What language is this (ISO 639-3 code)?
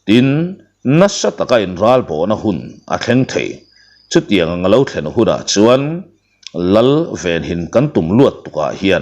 lus